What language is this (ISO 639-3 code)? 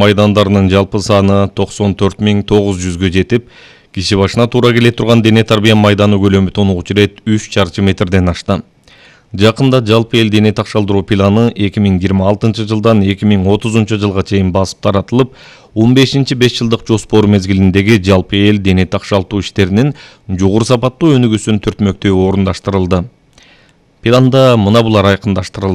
kir